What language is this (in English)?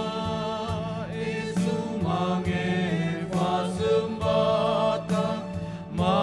Nias